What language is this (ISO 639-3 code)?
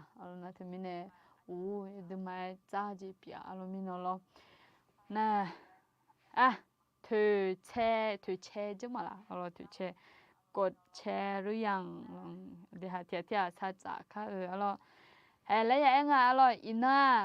ahk